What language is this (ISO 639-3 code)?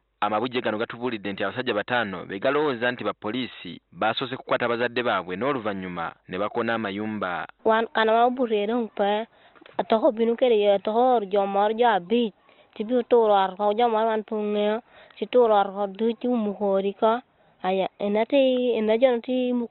lug